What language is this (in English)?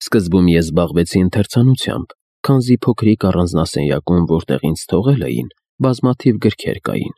Armenian